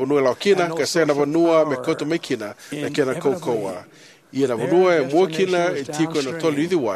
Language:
Fijian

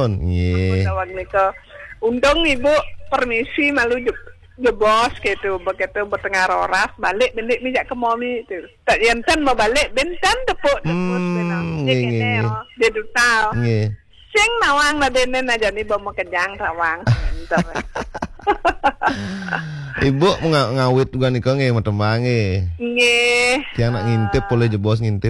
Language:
Balinese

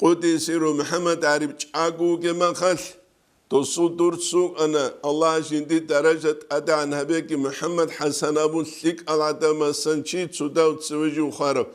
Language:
Avaric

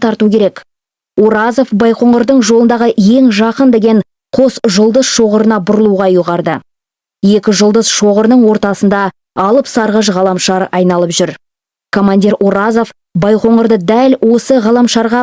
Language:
Kazakh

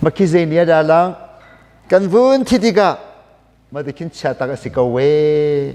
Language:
Hakha Chin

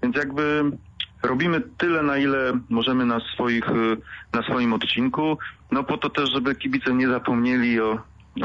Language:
Polish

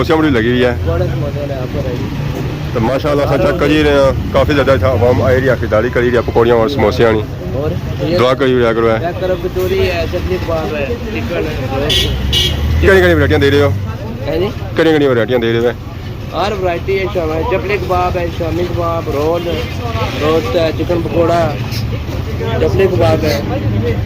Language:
Pahari-Potwari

